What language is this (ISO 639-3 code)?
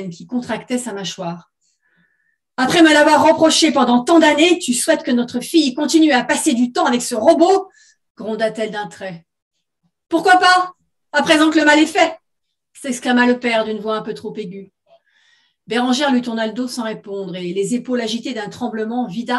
fra